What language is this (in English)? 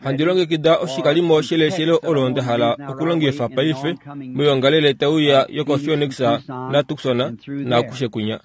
Kuanyama